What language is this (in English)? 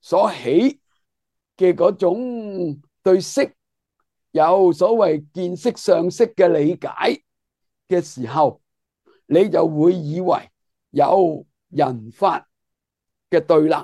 Cantonese